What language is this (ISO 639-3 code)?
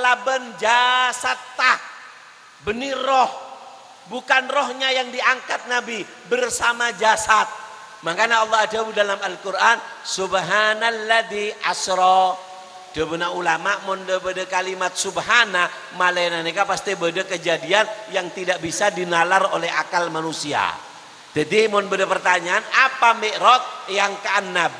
mad